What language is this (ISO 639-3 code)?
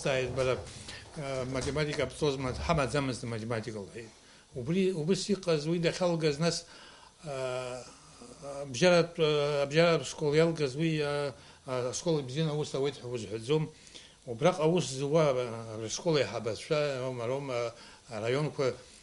abk